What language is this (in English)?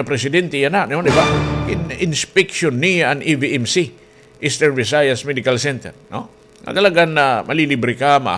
Waray